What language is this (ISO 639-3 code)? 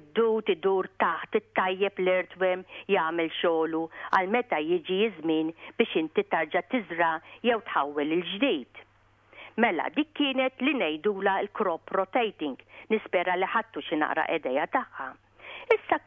mlt